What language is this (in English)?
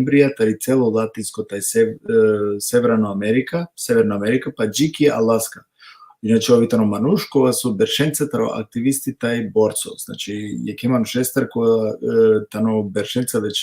Romany